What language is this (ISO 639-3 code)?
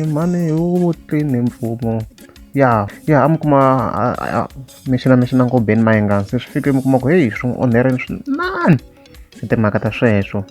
tso